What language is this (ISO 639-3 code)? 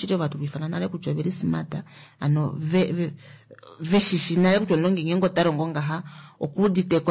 kua